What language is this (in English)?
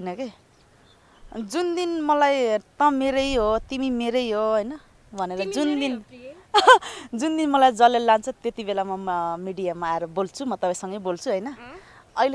Nepali